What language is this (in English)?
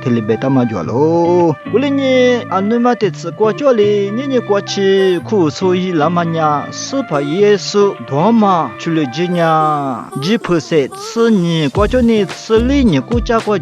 Lisu